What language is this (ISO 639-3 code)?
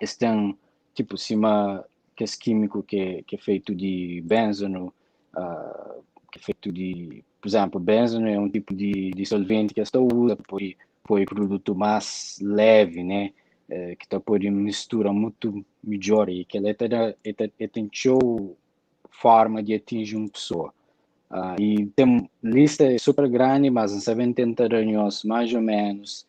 kea